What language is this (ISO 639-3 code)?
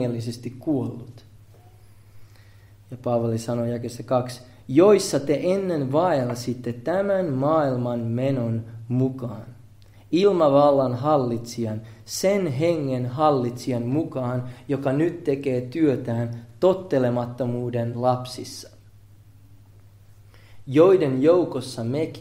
fin